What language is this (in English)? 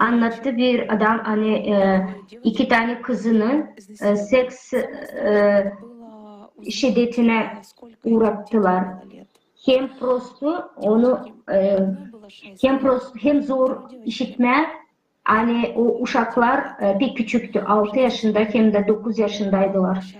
Gagauz